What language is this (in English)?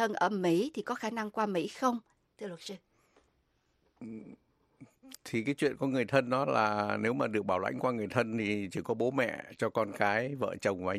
Vietnamese